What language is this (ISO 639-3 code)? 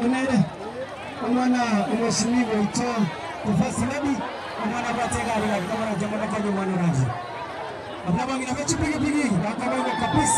guz